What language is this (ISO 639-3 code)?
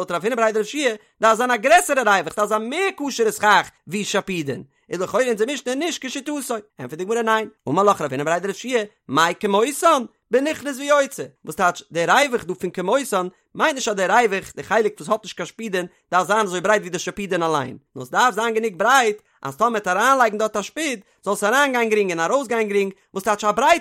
yid